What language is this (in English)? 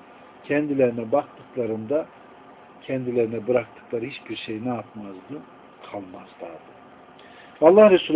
Turkish